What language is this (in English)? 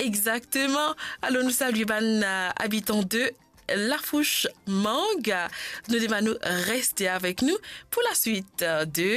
Morisyen